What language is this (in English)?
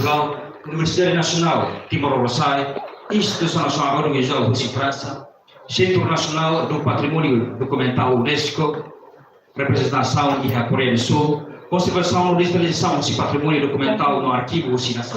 Tetum